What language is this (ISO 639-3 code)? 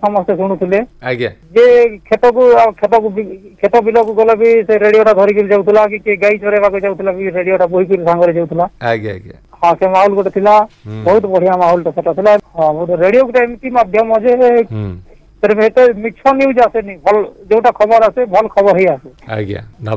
ori